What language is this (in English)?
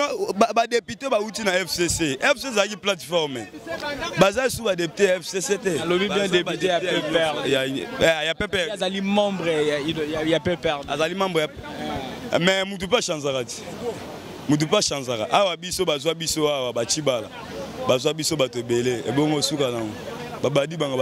Lingala